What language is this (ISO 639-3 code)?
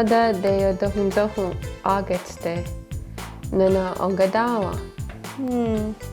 moh